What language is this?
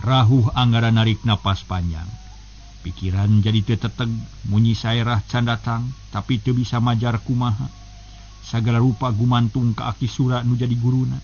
Sundanese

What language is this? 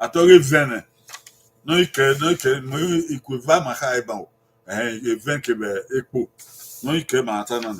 Bini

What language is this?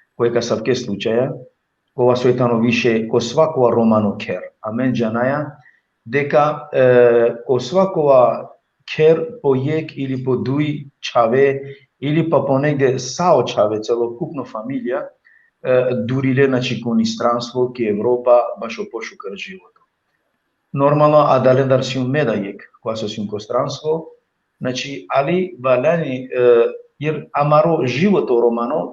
Balkan Romani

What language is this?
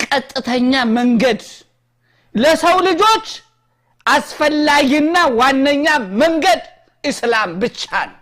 Amharic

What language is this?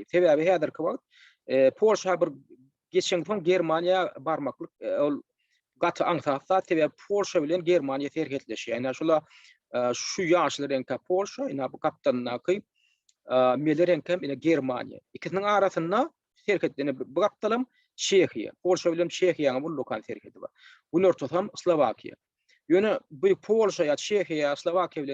Turkmen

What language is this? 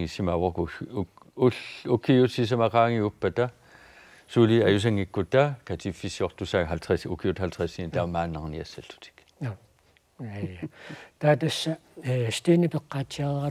Kalaallisut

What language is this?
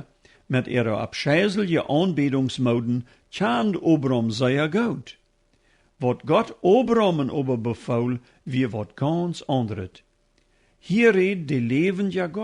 Plautdietsch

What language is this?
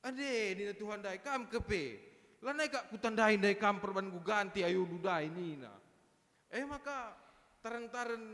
Batak Karo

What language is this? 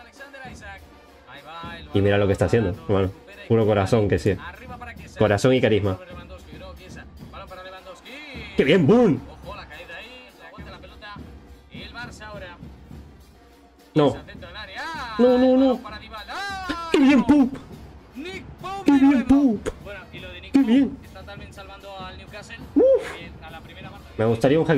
Spanish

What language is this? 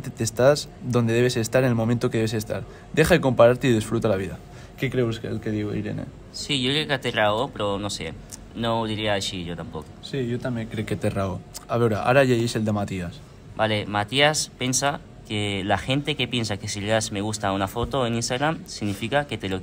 Catalan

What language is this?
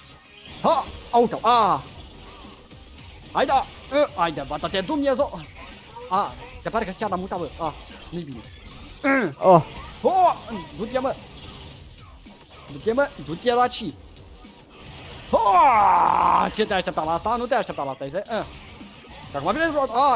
Romanian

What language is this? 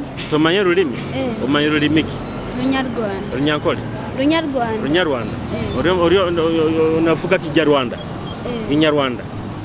Nyoro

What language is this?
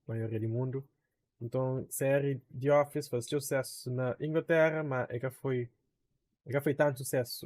Kabuverdianu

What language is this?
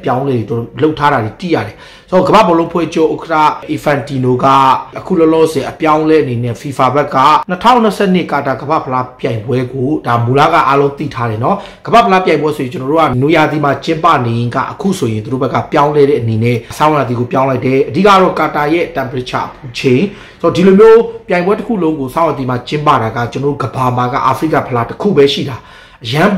Burmese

